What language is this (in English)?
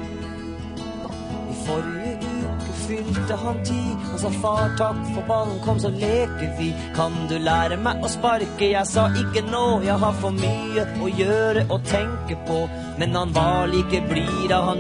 Norwegian